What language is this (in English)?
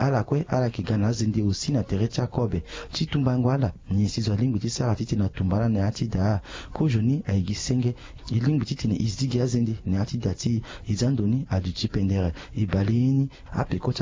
Sango